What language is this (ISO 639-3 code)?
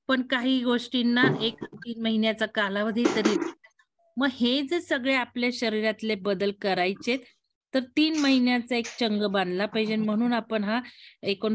mar